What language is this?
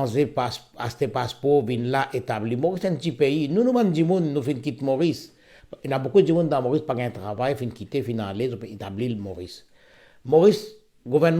Morisyen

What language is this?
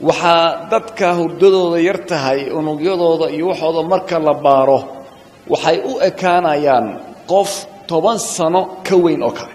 Somali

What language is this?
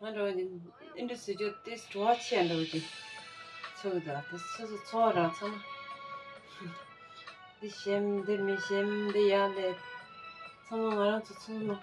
Tibetan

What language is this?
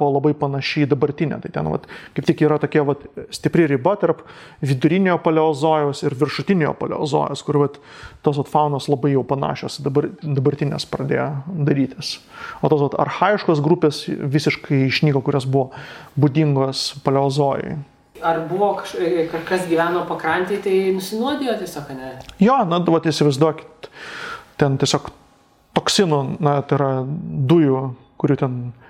Lithuanian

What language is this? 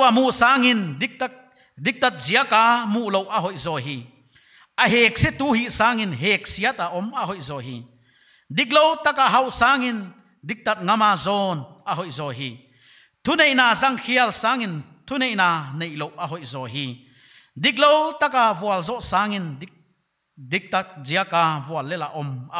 Paite Chin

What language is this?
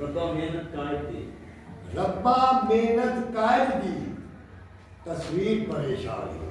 Saraiki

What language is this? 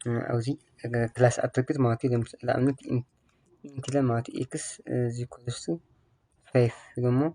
Tigrinya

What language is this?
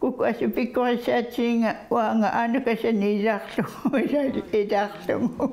Kalaallisut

